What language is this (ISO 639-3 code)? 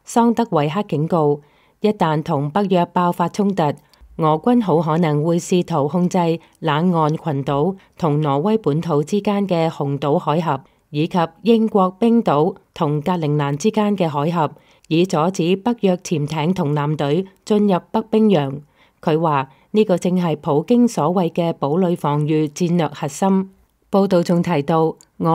yue